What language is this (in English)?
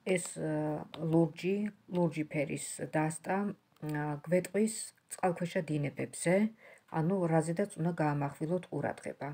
Georgian